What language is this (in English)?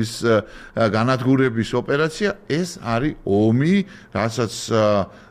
Georgian